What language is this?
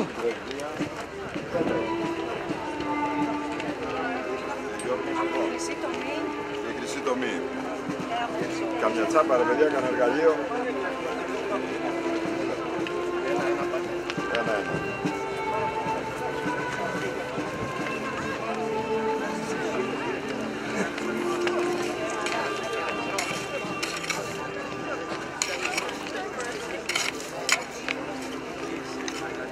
Greek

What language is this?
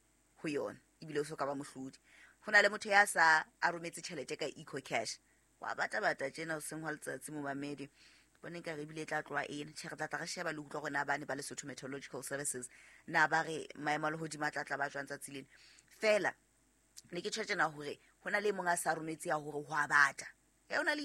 Southern Sotho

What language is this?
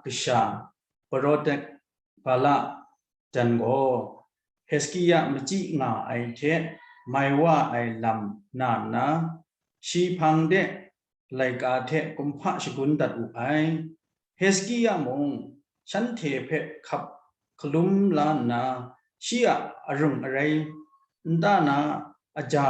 Kachin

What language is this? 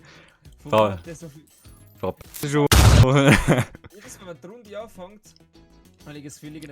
Swiss German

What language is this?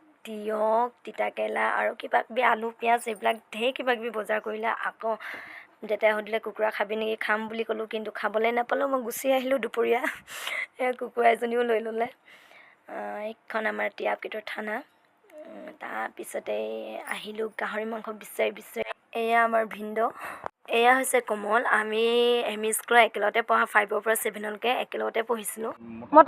Assamese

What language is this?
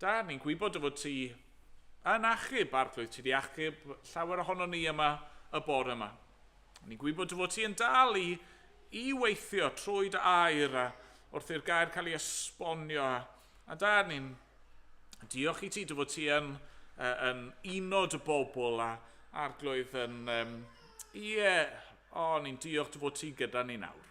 Welsh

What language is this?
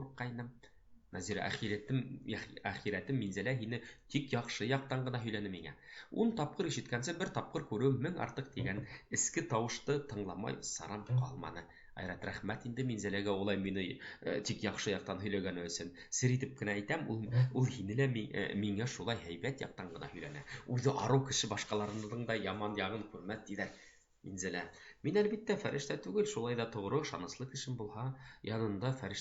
Bashkir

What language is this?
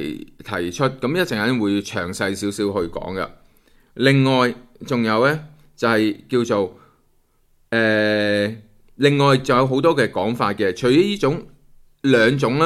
Cantonese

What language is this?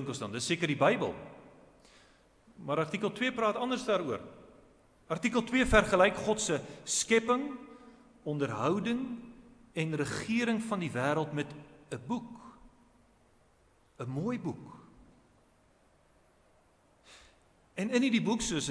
Afrikaans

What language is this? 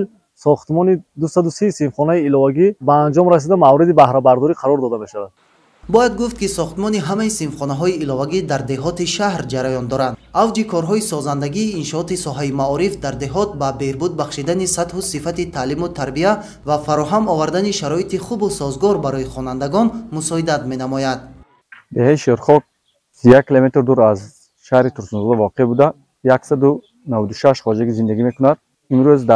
Tajik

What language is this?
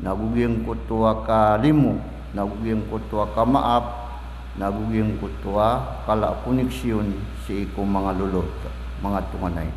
Maranao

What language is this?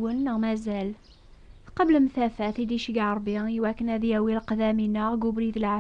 Kabyle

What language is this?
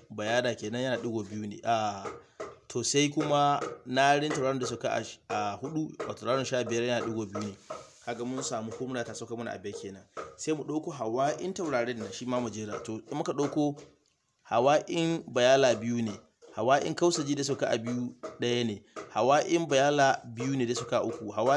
Hausa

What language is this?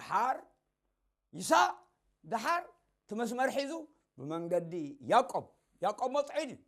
Tigrinya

